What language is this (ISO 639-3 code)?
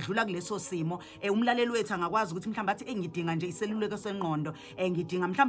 zul